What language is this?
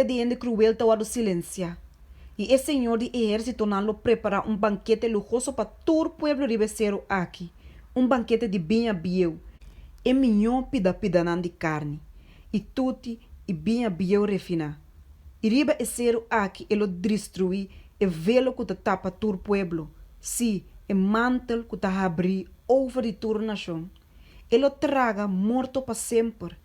Papiamento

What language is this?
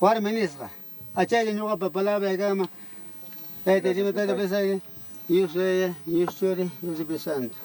Ayacucho Quechua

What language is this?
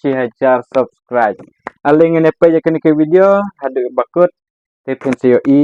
Khasi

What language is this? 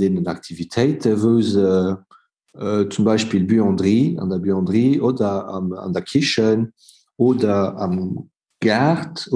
Luxembourgish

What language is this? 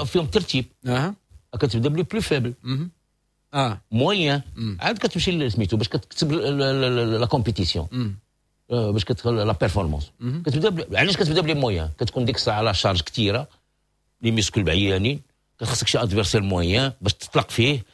Moroccan Arabic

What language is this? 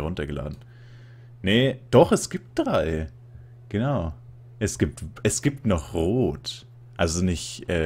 German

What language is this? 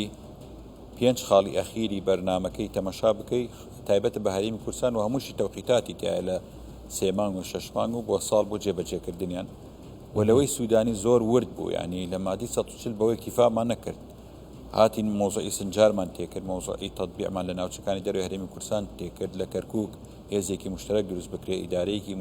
Central Kurdish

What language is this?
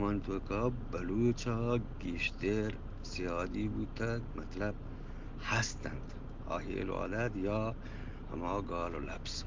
Eastern Balochi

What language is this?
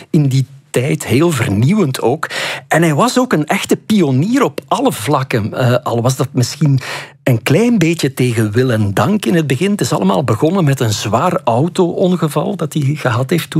Dutch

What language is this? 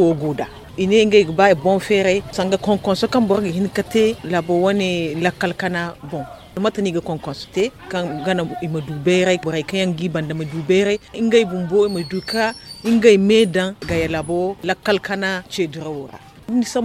Zarma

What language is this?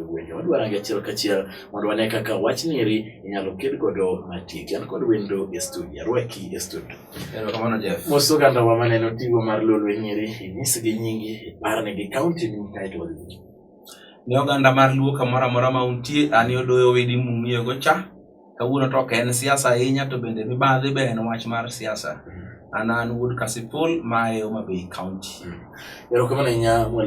Luo (Kenya and Tanzania)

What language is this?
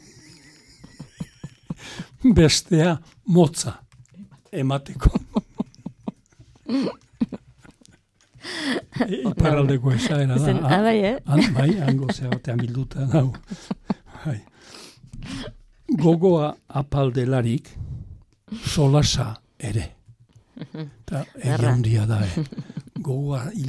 Basque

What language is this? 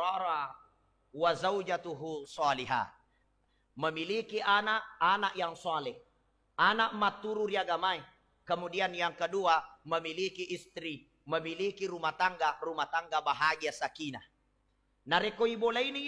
Buginese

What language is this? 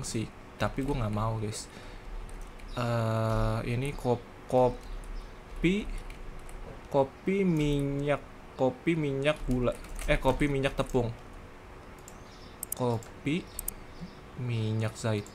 Indonesian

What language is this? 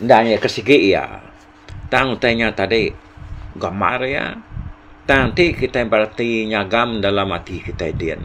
Iban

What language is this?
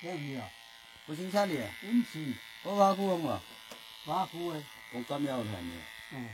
Naga Pidgin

